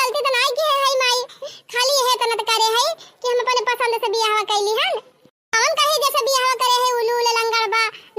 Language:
Awadhi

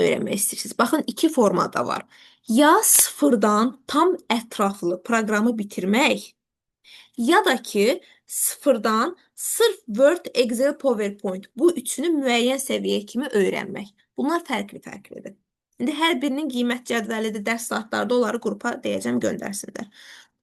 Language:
Azerbaijani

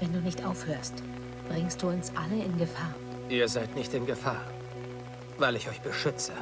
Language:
Bavarian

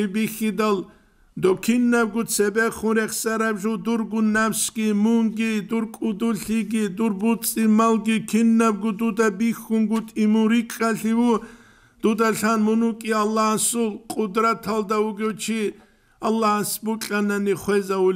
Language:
Avaric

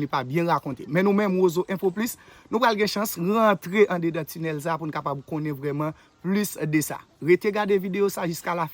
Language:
Haitian Creole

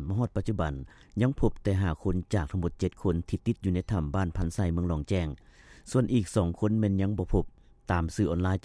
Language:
Lao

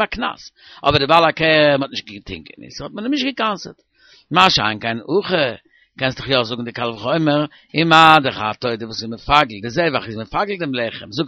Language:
Yiddish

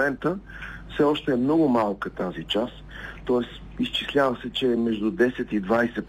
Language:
Bulgarian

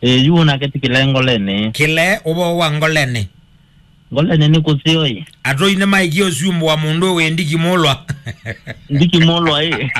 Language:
Kamba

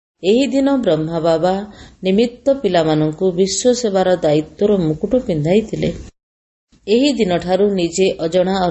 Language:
Odia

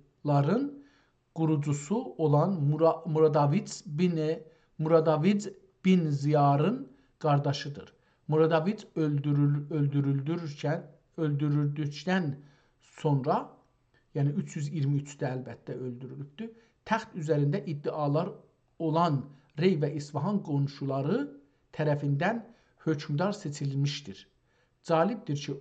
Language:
South Azerbaijani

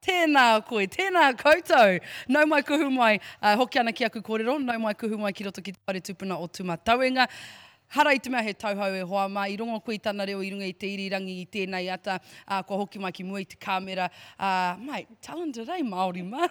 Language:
Māori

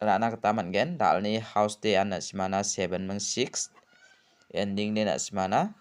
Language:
Garo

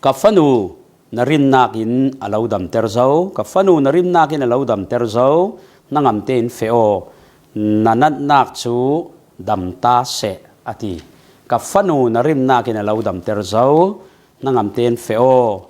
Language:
Falam Chin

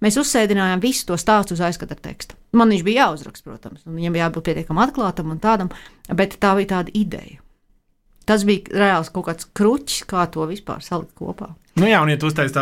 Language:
Latvian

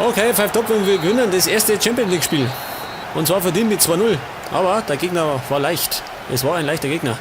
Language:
Bavarian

